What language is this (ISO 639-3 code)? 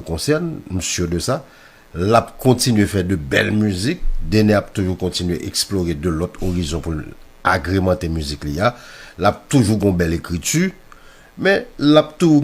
hat